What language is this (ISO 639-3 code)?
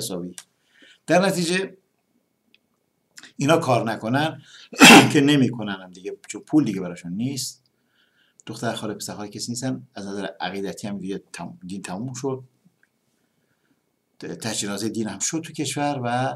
fas